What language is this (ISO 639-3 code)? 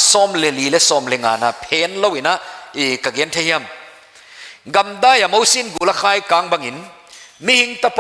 pck